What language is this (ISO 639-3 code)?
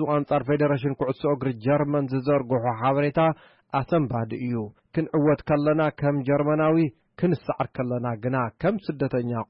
tir